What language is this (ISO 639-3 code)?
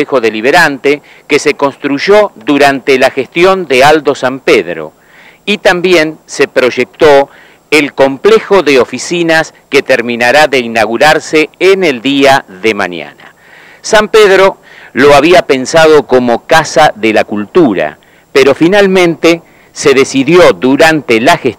spa